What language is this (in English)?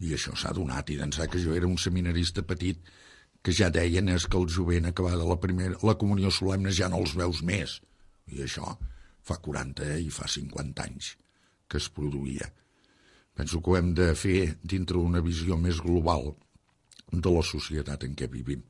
Catalan